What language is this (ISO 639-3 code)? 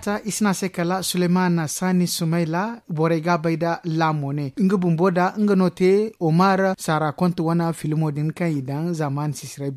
dje